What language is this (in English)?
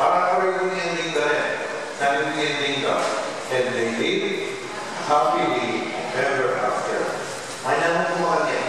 Pampanga